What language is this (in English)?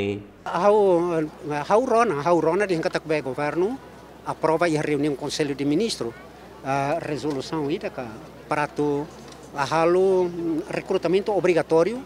Tetum